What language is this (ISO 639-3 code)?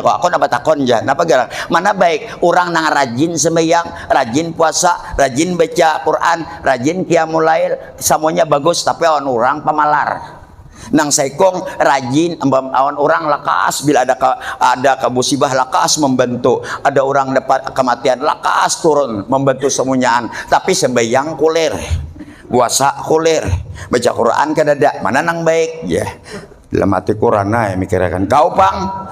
bjn